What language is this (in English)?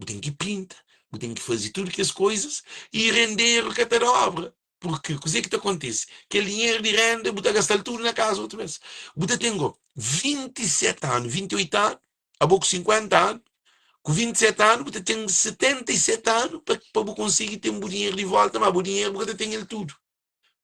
Kabuverdianu